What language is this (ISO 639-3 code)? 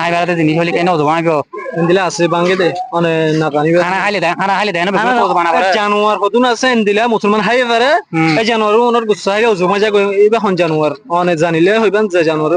rhg